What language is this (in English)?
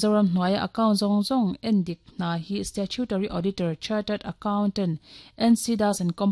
Mizo